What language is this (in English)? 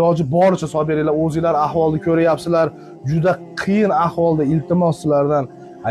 Uzbek